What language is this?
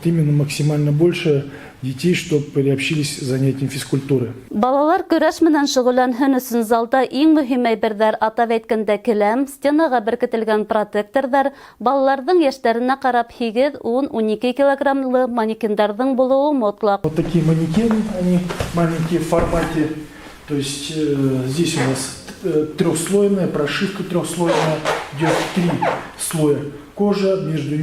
Bashkir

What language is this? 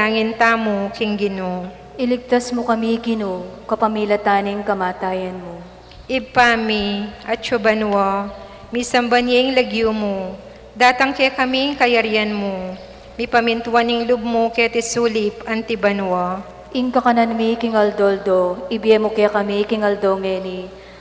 Pampanga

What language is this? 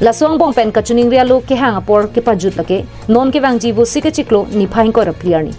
Karbi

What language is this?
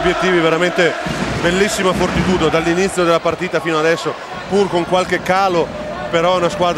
Italian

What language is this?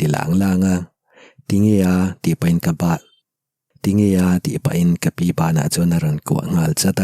Mizo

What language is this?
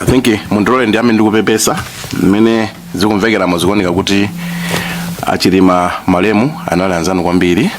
Nyanja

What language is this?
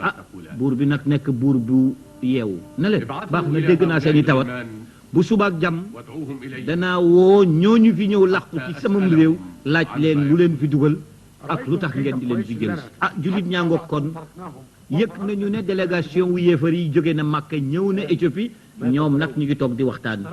Wolof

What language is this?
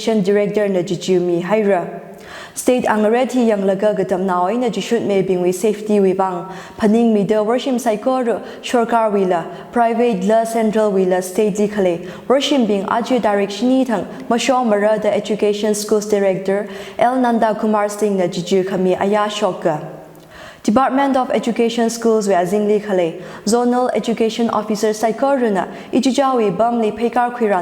Tangkhul Naga (India)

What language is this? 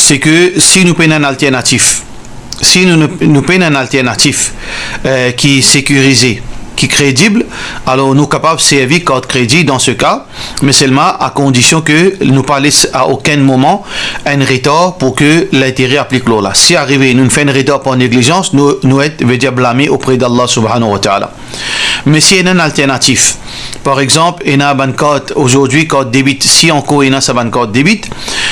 Morisyen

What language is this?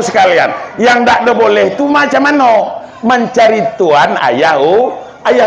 Minangkabau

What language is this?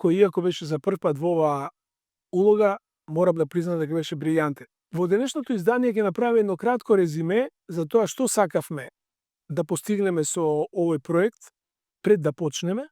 Macedonian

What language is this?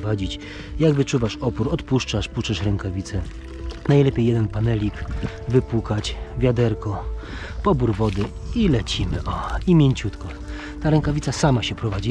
Polish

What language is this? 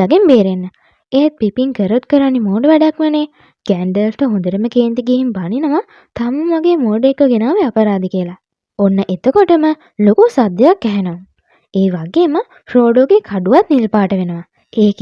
Sinhala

